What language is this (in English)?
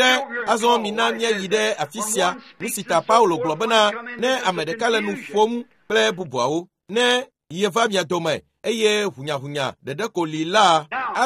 Ewe